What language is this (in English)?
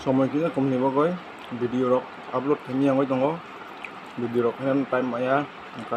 Kok Borok